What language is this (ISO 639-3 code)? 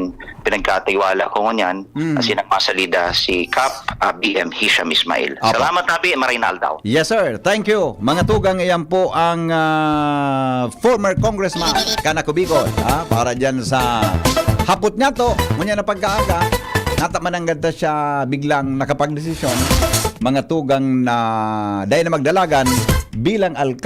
bik